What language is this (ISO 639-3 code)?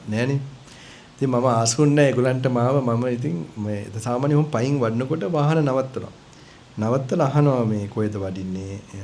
sin